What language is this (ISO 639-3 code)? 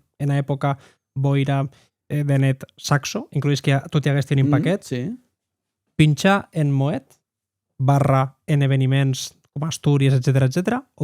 oci